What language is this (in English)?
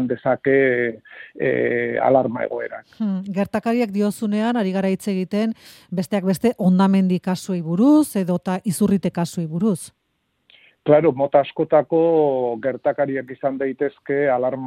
Basque